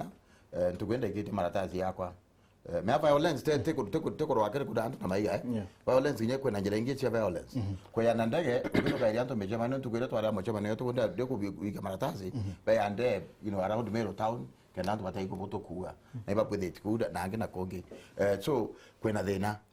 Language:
Meru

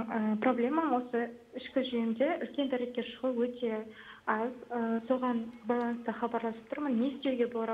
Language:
Kazakh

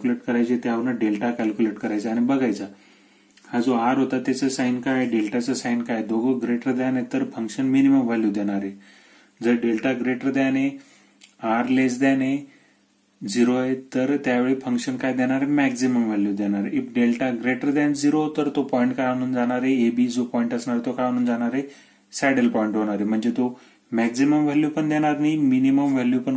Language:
Marathi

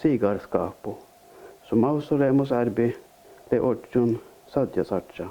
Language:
Northern Sami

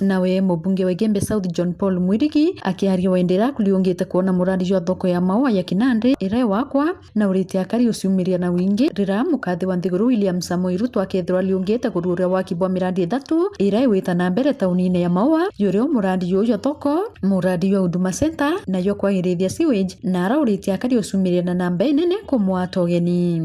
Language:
Meru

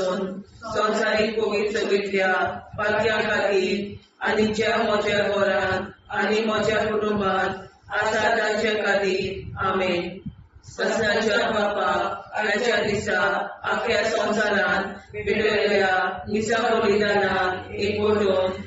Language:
Konkani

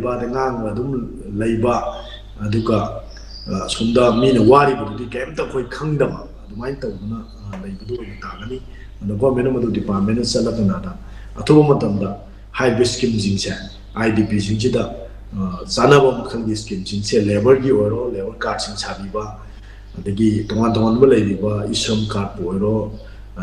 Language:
Manipuri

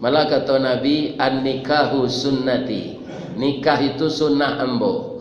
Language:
Minangkabau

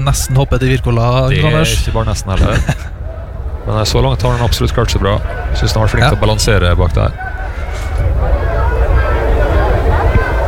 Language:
Norwegian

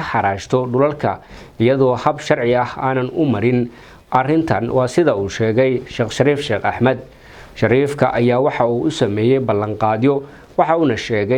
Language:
Somali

